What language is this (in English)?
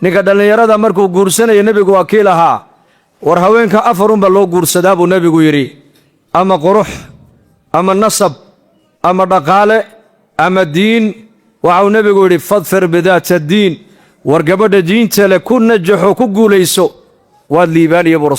Somali